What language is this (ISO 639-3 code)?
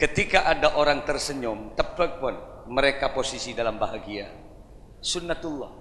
mad